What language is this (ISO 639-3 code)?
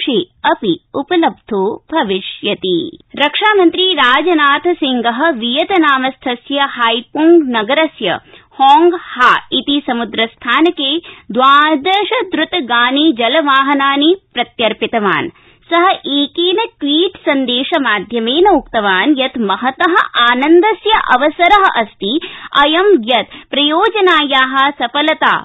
san